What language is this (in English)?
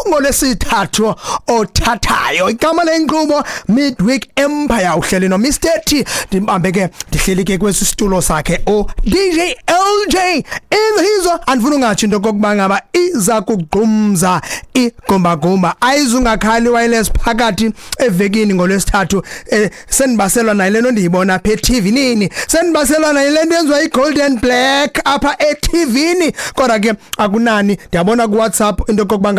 Xhosa